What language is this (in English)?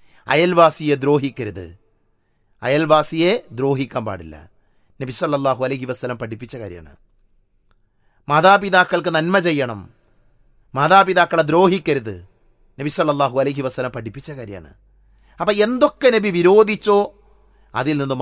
Malayalam